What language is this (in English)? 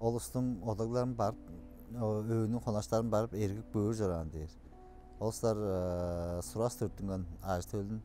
Tuvinian